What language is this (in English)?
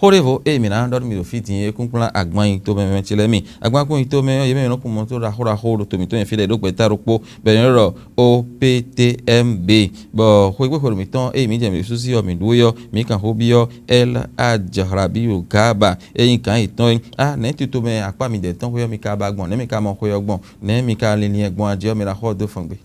Fon